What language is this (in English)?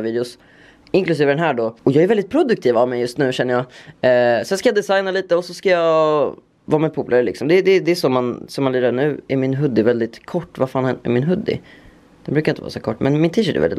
Swedish